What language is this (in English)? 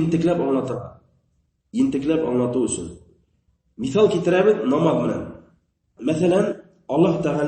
Bashkir